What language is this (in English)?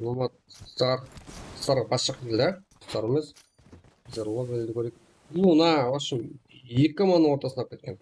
Kara-Kalpak